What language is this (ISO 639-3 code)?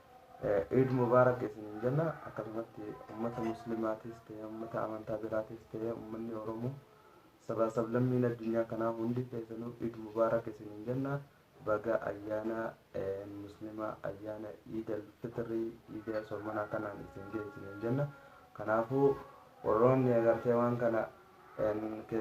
orm